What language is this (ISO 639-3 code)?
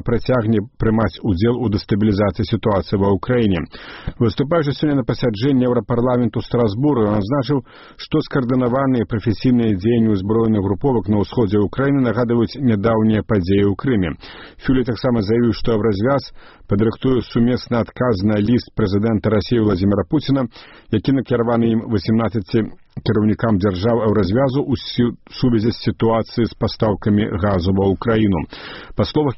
bel